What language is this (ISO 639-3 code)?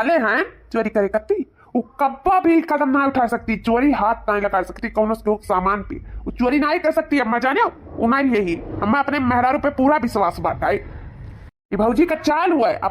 awa